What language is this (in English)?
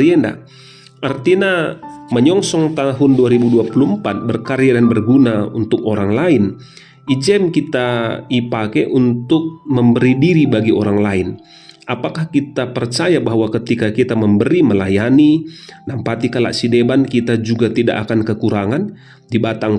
Batak Karo